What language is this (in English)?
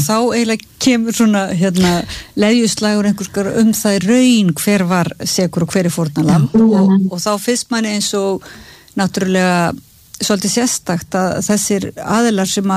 Icelandic